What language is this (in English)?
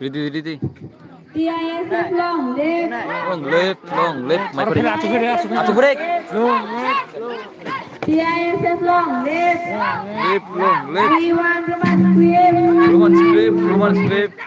Kok Borok